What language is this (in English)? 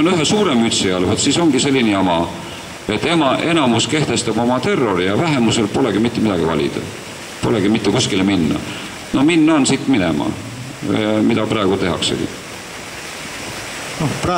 Estonian